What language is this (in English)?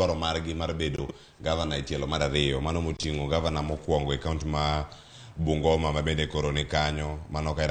Luo (Kenya and Tanzania)